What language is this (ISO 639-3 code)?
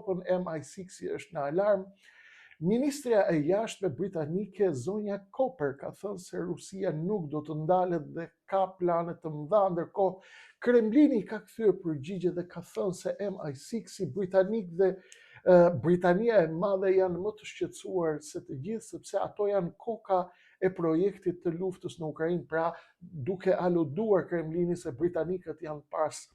sqi